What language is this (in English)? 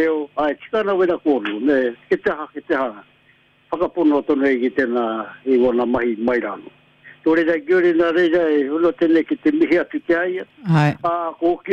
Māori